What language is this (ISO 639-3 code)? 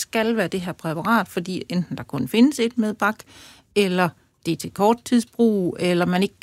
dan